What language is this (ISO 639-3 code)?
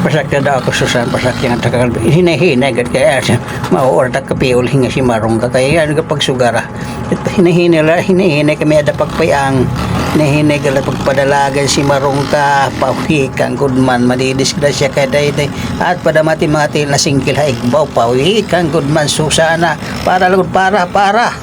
war